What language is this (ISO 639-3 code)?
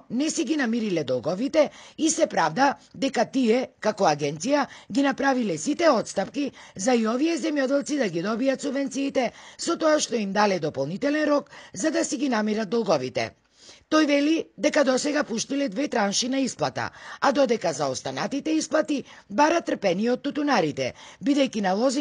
mkd